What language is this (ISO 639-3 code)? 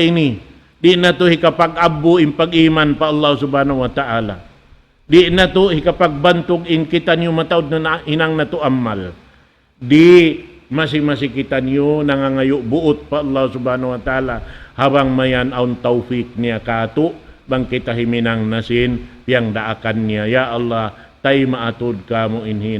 tsg